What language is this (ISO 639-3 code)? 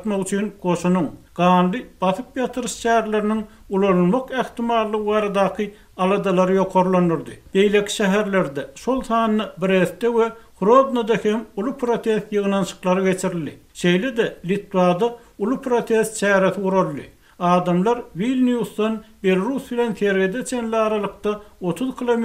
tuk